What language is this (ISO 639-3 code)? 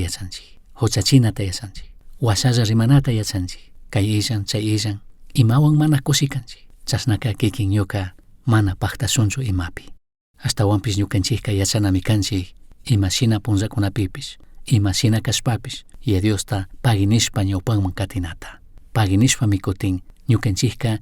qug